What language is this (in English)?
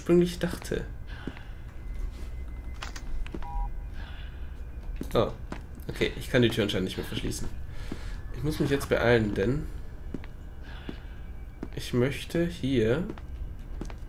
German